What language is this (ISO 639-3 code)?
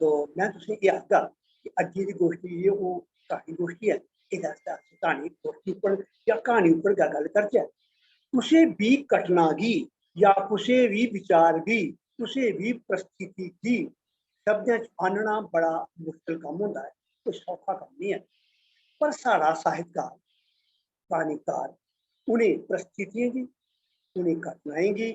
doi